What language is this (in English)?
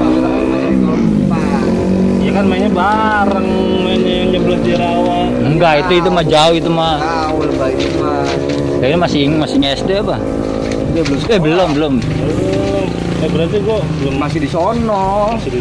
Betawi